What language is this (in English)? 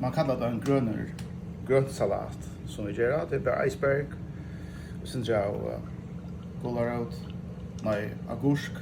Faroese